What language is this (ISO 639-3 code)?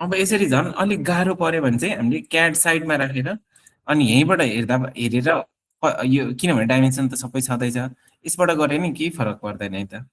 nep